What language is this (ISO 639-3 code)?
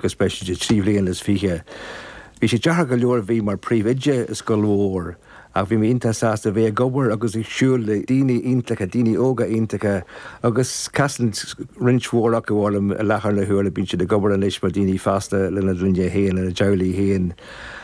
gle